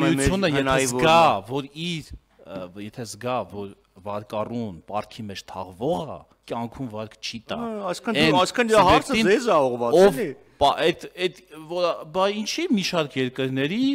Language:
Armenian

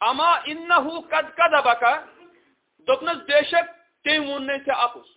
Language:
Kashmiri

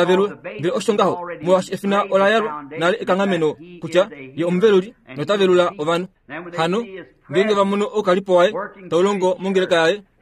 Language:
Kuanyama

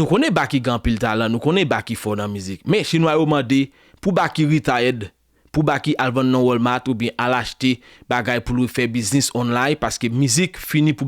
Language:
Haitian Creole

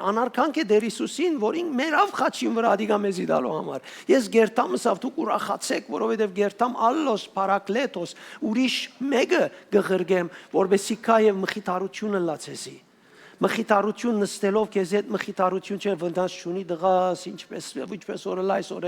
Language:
Western Armenian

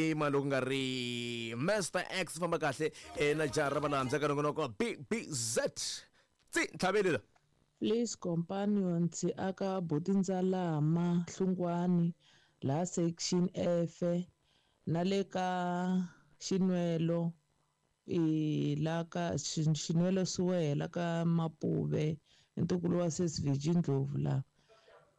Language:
Tsonga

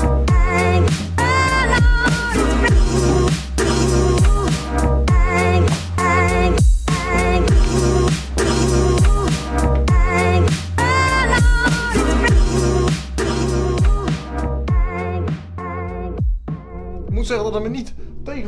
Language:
Dutch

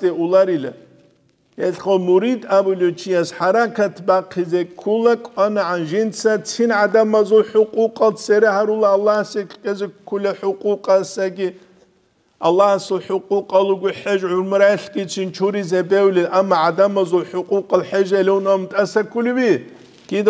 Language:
Avaric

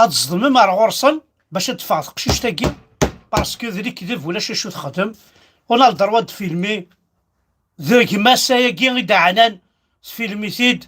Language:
Kabyle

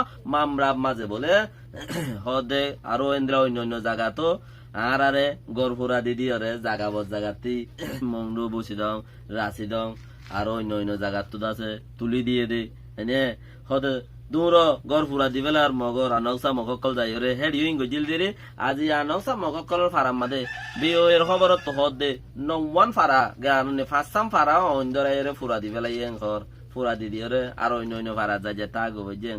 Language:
Rohingya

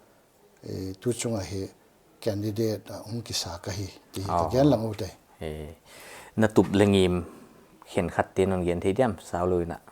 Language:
Paite Chin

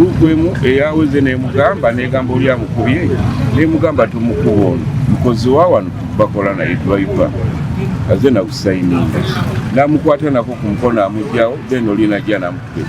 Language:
Ganda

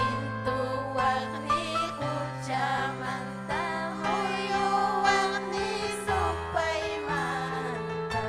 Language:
Ayacucho Quechua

